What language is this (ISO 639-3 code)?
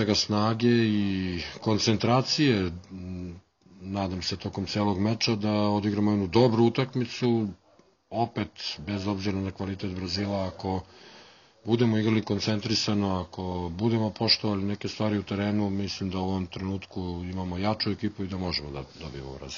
srp